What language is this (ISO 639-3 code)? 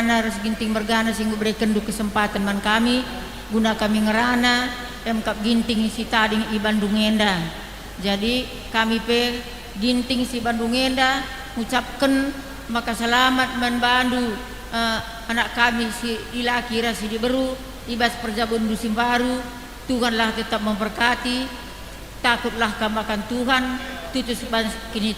btx